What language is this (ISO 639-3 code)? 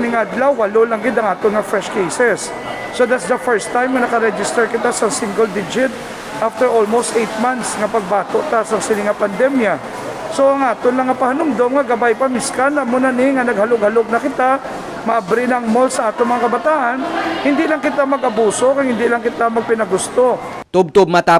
hil